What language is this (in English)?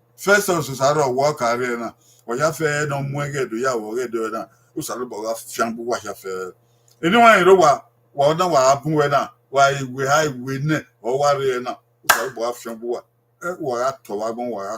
Bini